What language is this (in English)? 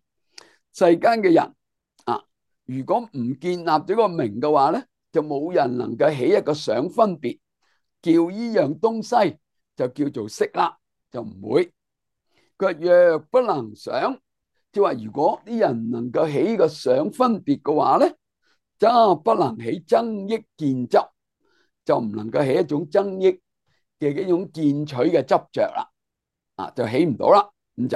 Cantonese